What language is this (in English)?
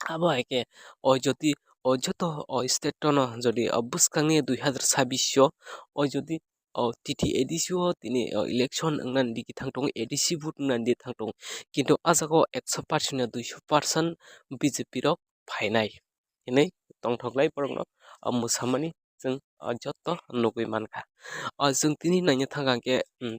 Kok Borok